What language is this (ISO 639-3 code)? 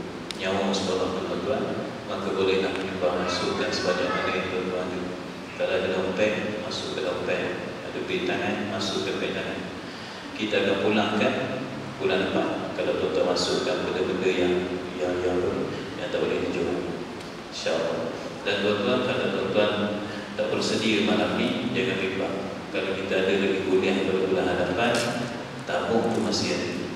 msa